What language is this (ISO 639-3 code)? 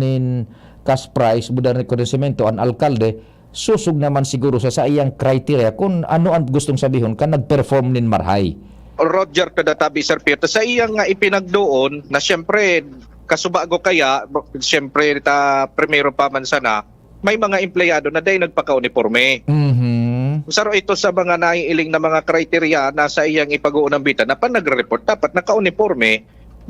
bik